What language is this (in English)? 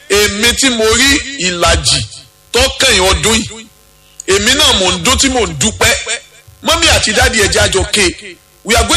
Yoruba